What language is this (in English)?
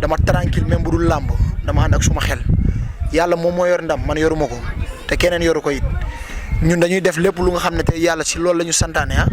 Wolof